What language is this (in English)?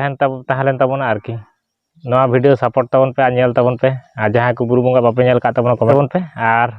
Santali